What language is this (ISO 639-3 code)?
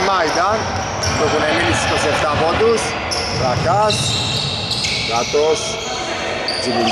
ell